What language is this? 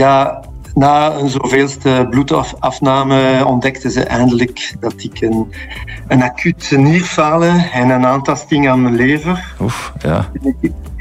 Dutch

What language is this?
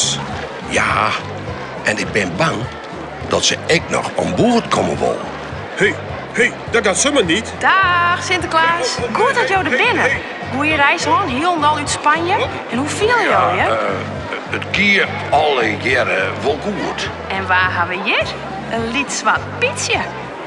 Western Frisian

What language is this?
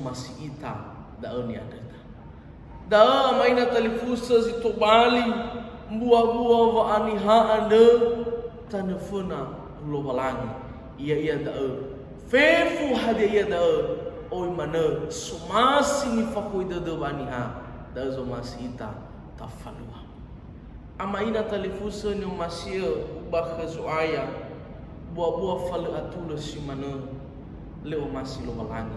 Nias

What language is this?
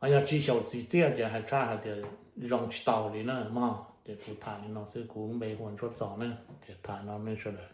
Hmong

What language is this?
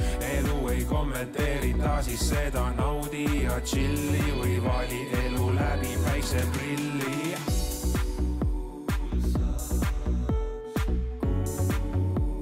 Estonian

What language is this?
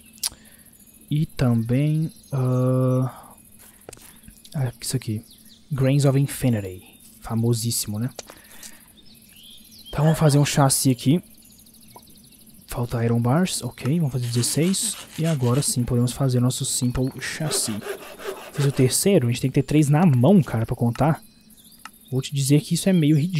Portuguese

